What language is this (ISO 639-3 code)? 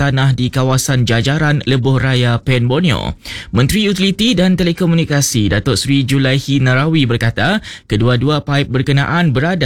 msa